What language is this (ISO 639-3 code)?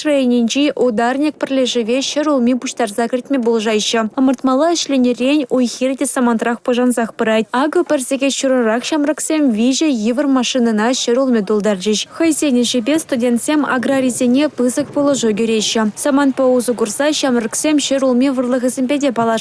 chv